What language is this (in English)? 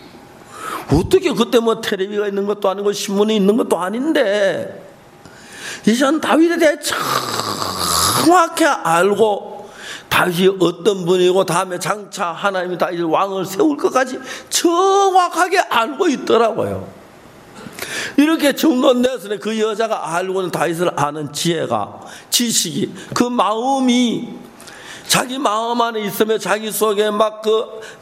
Korean